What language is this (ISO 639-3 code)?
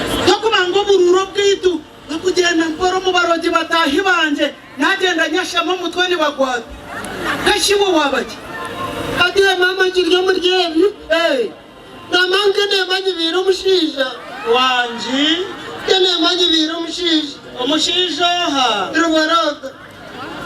nyn